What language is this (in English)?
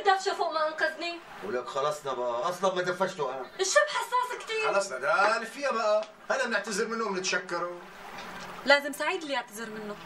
North Levantine Arabic